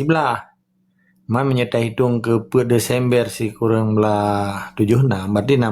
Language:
Achinese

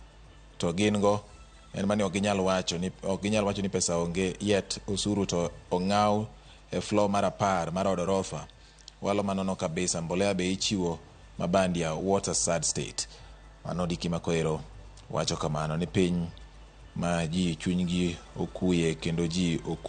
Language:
Luo (Kenya and Tanzania)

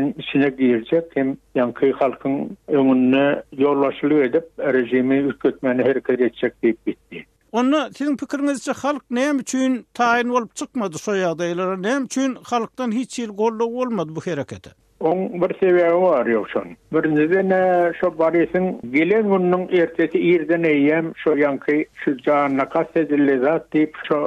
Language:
Turkmen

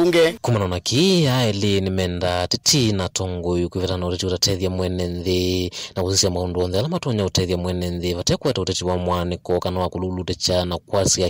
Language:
Kamba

